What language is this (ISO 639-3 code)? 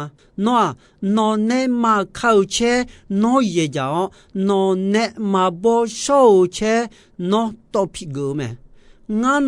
ahk